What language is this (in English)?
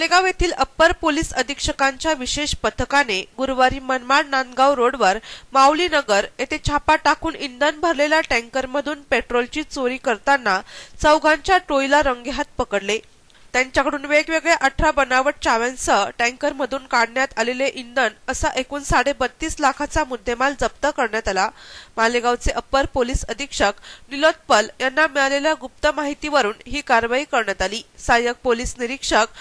Marathi